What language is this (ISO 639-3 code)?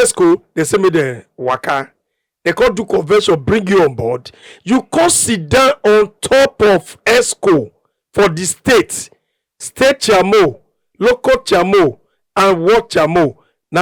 pcm